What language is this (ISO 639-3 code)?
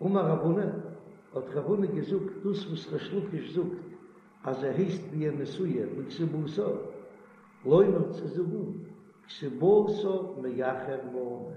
yid